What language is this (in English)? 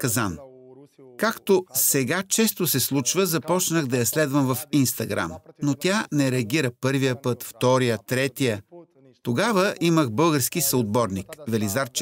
Bulgarian